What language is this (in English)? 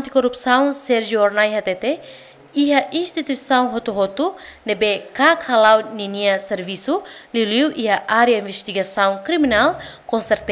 Tetum